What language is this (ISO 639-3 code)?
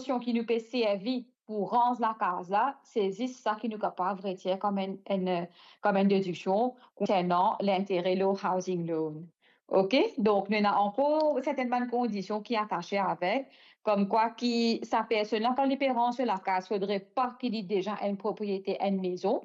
mfe